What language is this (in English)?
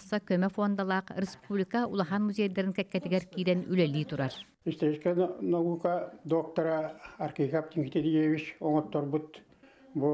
Yakut